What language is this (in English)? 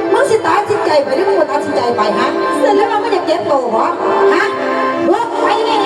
Northeastern Thai